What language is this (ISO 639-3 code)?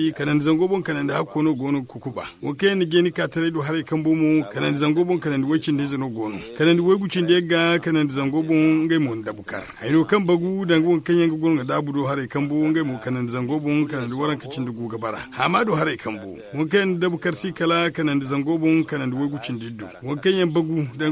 dje